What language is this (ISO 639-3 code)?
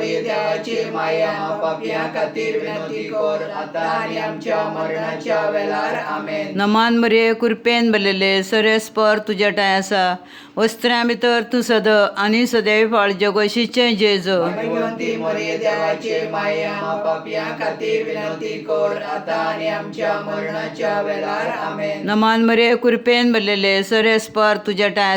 kok